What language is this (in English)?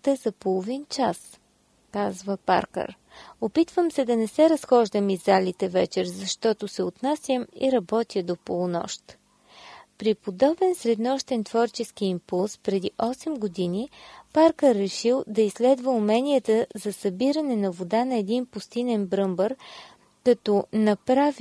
Bulgarian